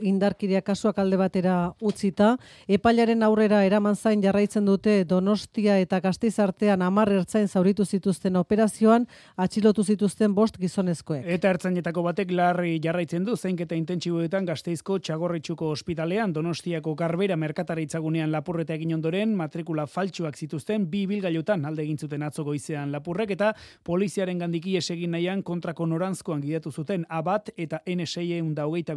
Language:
Basque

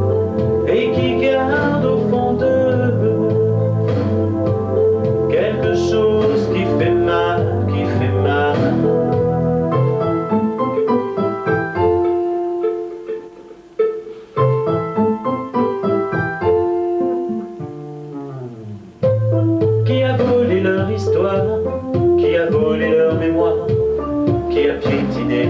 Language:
French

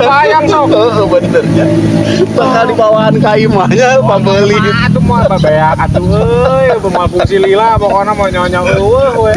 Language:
Sundanese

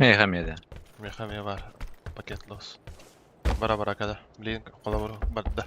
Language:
Yakut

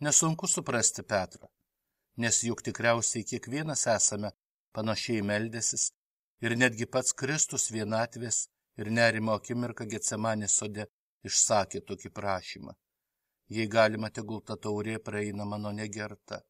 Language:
Lithuanian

